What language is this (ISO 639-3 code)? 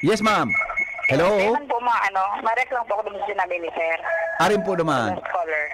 bik